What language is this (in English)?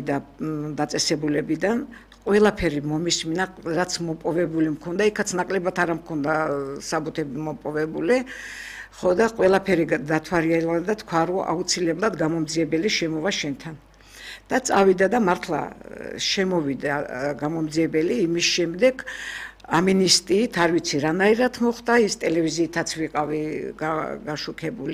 Georgian